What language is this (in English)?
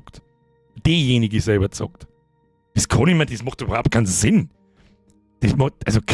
Bavarian